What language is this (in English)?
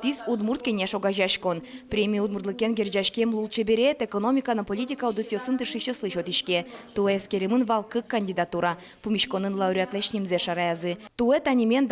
Udmurt